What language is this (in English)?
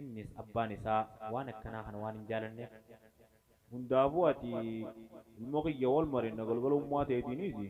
Oromo